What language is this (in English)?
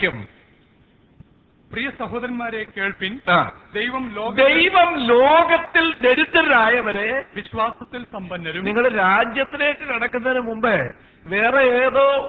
Malayalam